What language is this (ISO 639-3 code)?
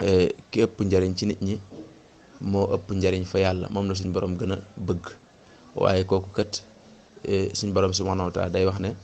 wol